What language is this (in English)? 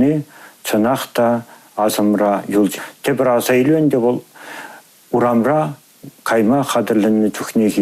Chuvash